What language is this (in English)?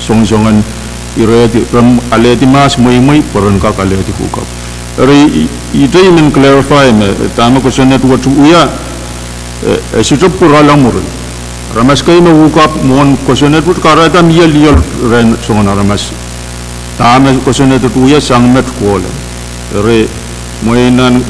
Pohnpeian